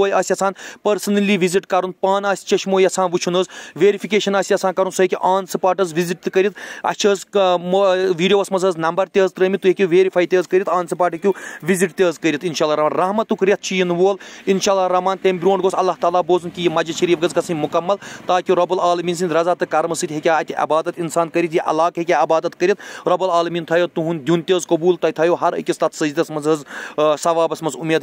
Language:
Kashmiri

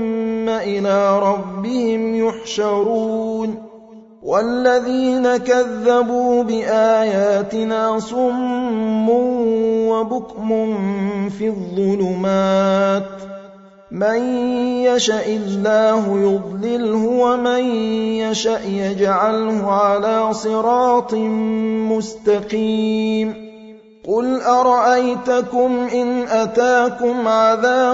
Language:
Arabic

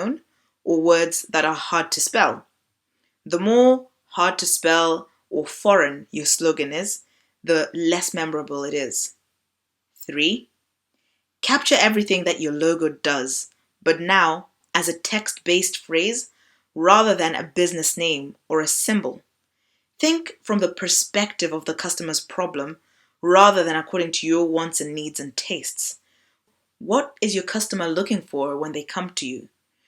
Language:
English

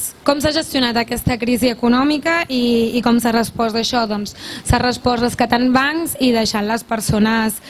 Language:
Catalan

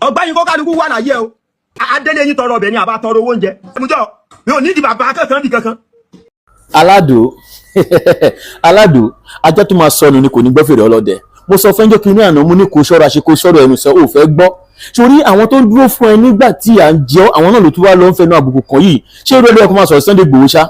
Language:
Yoruba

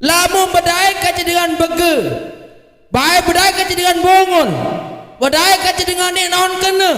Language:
Sasak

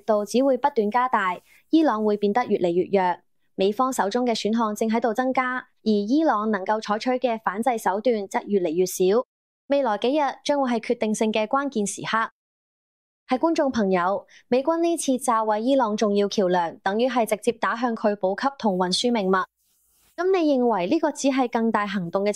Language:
Cantonese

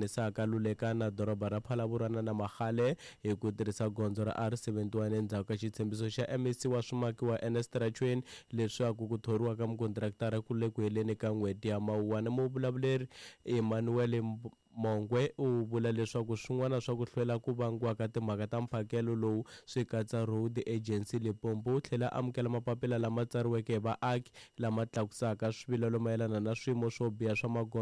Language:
Tsonga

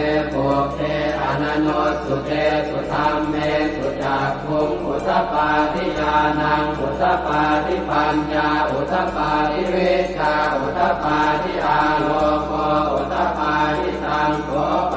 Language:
Pali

